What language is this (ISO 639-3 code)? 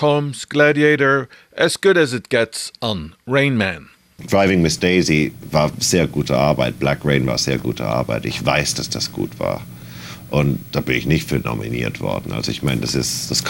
ltz